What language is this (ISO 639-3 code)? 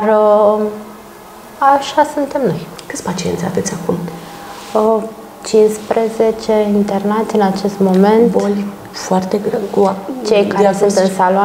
ron